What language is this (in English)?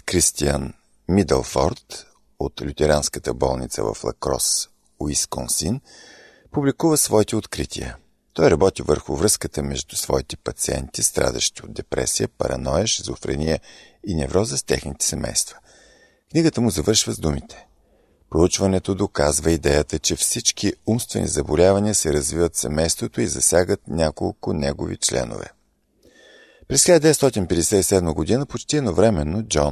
Bulgarian